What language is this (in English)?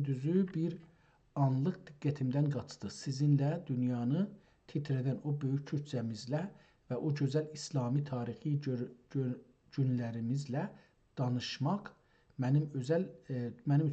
South Azerbaijani